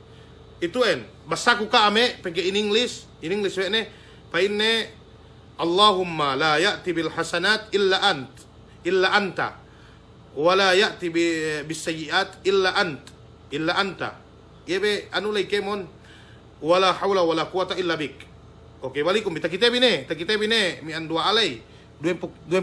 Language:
Yakan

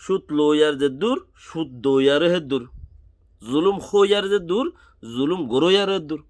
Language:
Rohingya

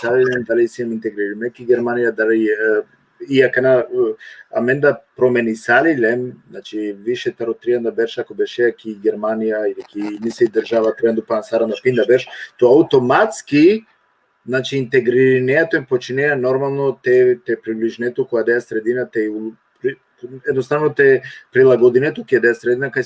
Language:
Balkan Romani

